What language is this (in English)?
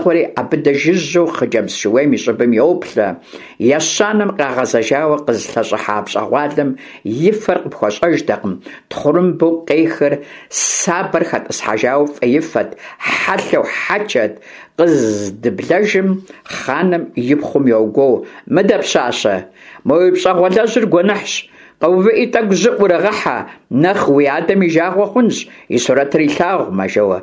Kabardian